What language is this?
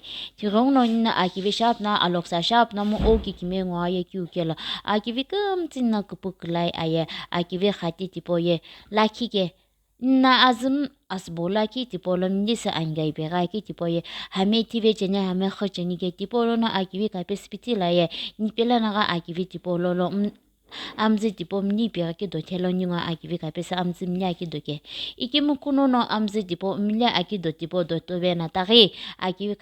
Sumi Naga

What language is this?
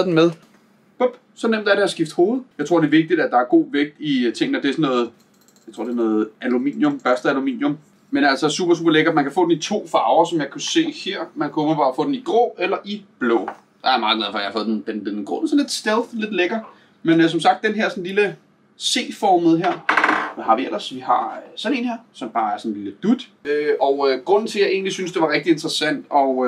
Danish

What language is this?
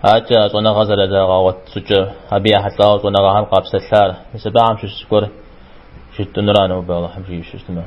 Kabardian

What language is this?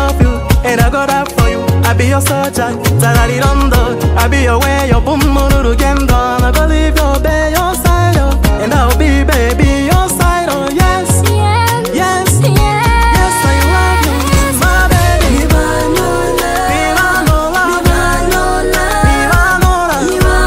Kinyarwanda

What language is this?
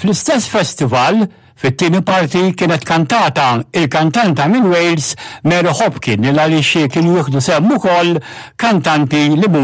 Maltese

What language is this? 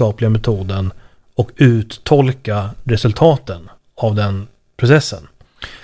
Swedish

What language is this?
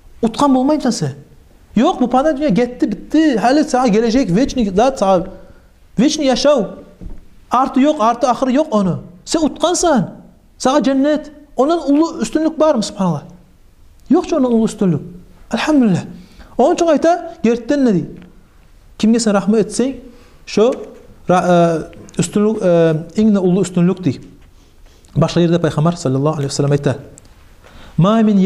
Kumyk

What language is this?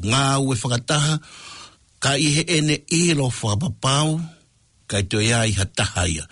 Tongan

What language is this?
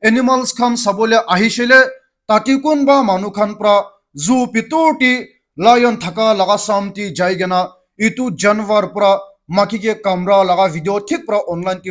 Naga Pidgin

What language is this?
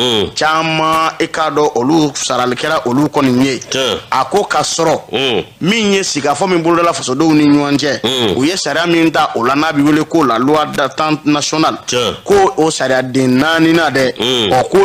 Bambara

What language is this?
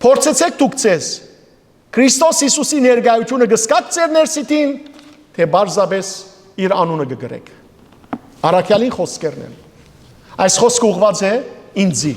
Western Armenian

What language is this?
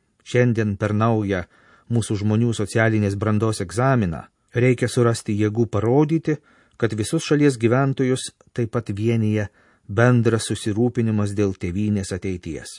Lithuanian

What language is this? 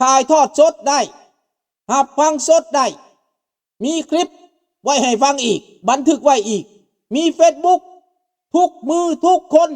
Lao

